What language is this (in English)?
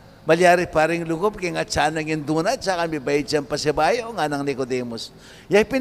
Pampanga